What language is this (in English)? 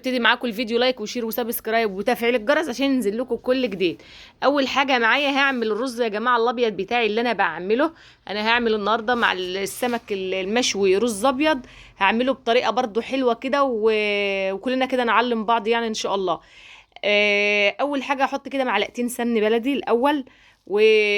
Egyptian Arabic